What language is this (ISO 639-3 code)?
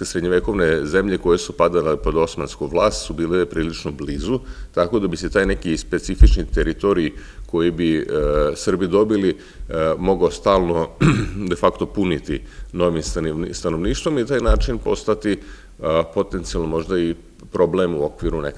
srp